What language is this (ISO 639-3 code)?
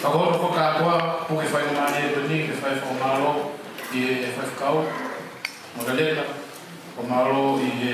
ton